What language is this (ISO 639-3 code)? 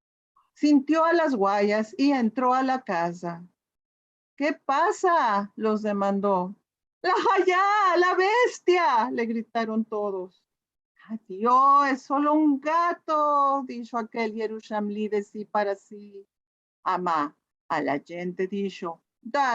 lad